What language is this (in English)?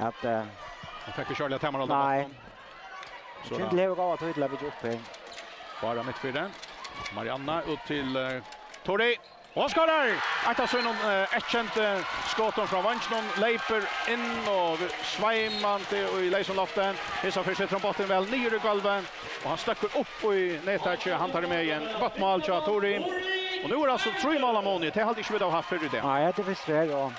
Faroese